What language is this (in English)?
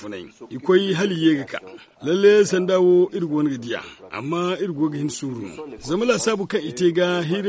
Zarma